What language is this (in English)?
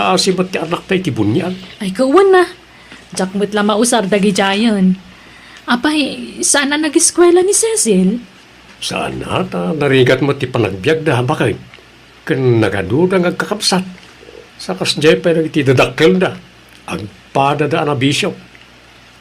Iloko